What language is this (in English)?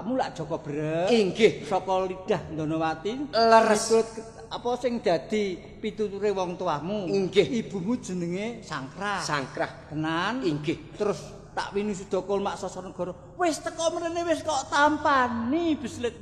Javanese